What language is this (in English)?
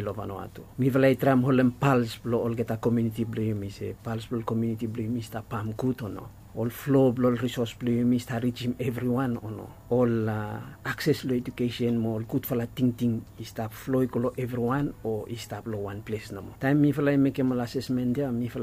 Bislama